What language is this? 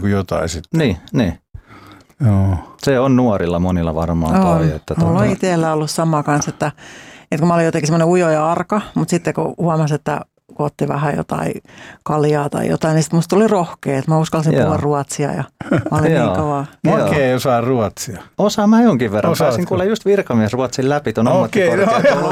Finnish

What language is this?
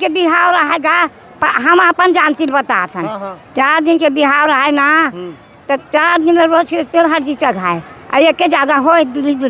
Chhattisgarhi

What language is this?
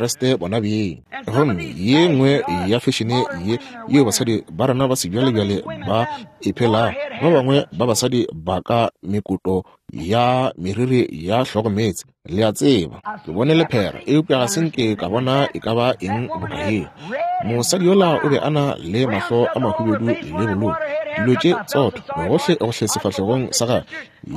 Northern Sotho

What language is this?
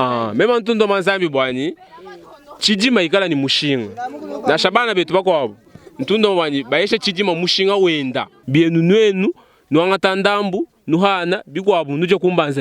Luba-Lulua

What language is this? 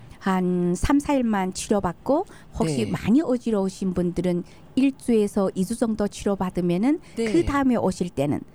Korean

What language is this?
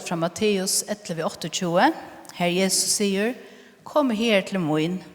Faroese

